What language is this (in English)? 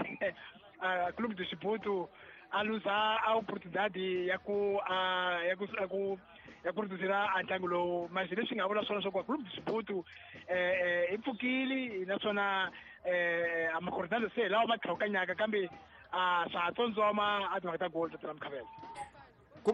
Tsonga